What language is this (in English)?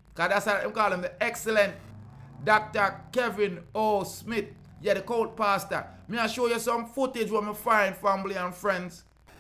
Jamaican Creole English